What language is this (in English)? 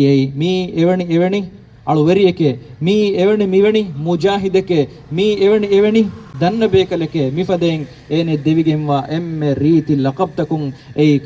Divehi